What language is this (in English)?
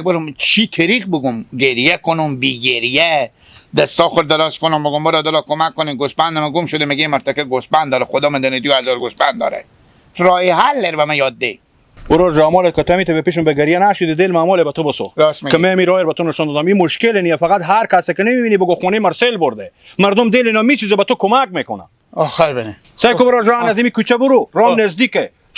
Hazaragi